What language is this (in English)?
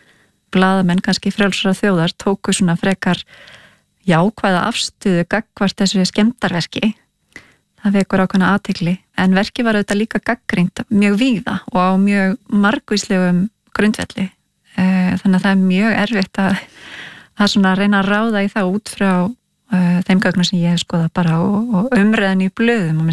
Icelandic